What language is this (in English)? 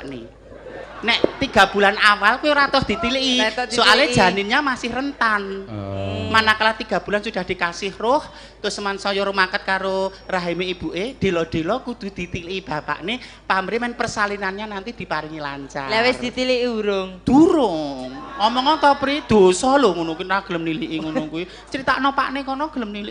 Javanese